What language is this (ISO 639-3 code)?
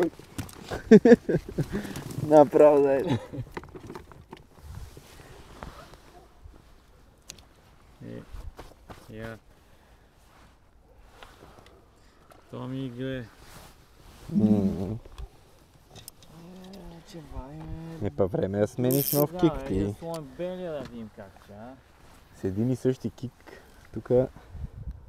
bul